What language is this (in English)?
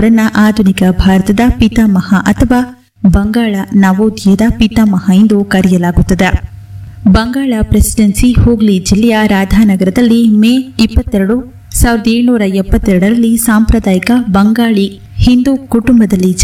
Kannada